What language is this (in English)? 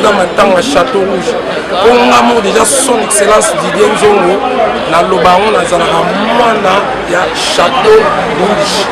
Lingala